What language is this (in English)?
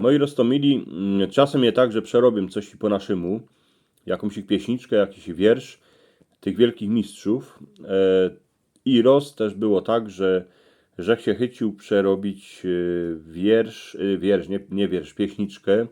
Silesian